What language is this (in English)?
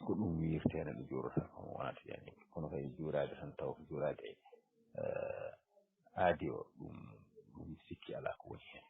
Fula